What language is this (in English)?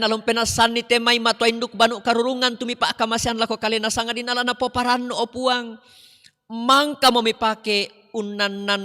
Toraja-Sa'dan